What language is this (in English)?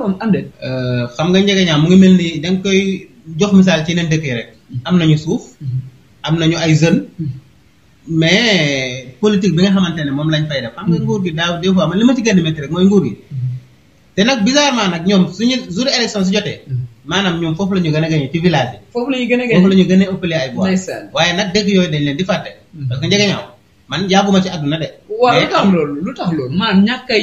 Wolof